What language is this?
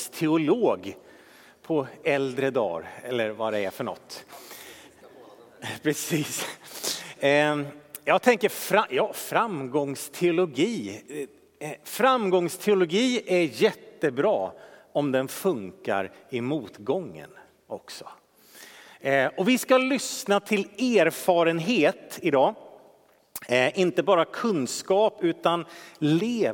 Swedish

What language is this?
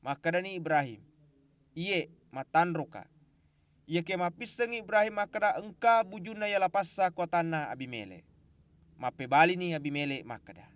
Buginese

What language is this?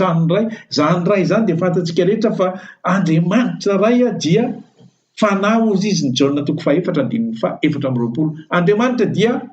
Malagasy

